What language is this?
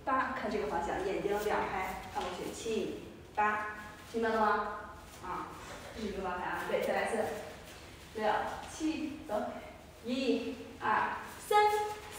Chinese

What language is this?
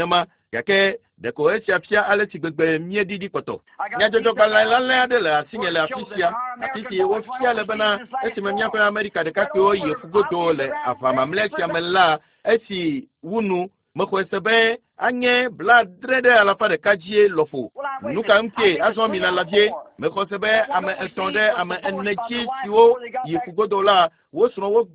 Ewe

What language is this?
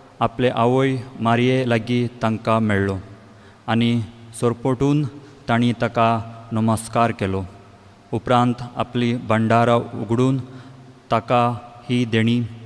Konkani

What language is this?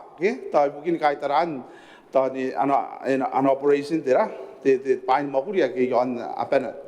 Gilbertese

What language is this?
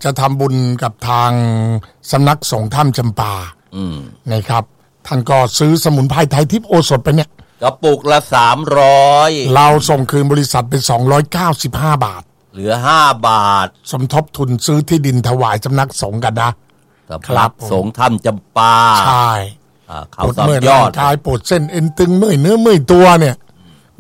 Thai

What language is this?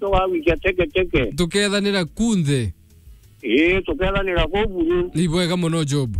Meru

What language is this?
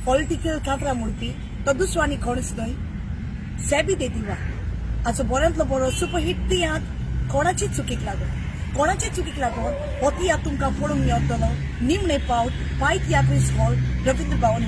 Konkani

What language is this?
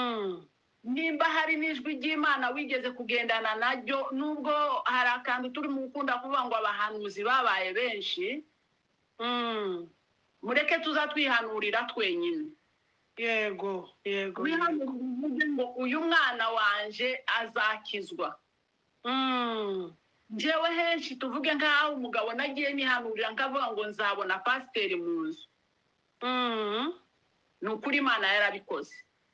Kinyarwanda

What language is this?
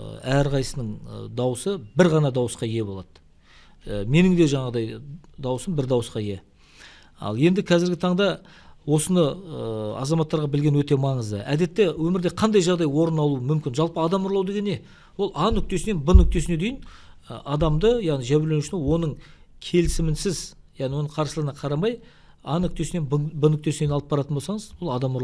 Kazakh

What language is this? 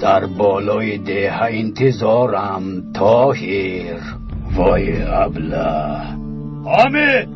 Tajik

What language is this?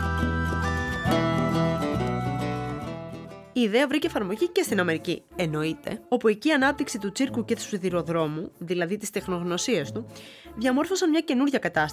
Greek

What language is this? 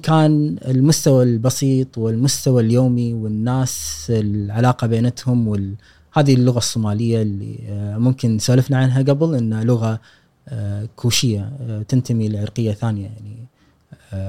Gulf Arabic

